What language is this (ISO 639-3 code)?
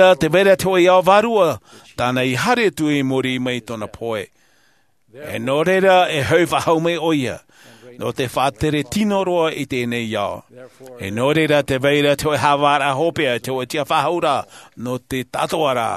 tah